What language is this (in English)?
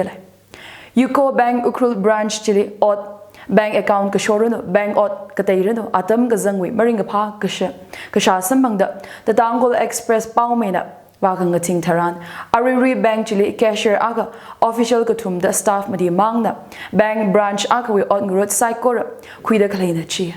Tangkhul Naga (India)